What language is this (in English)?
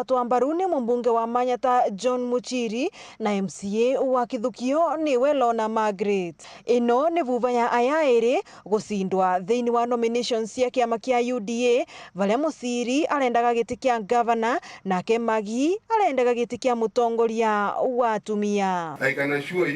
Meru